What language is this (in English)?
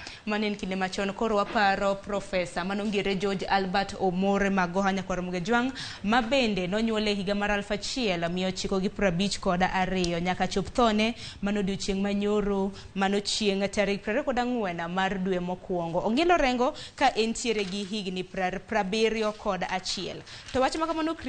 Luo (Kenya and Tanzania)